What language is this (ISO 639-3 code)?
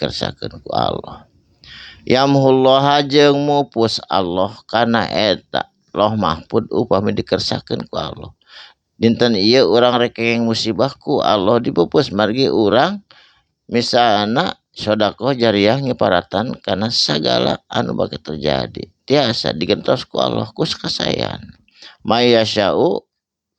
sun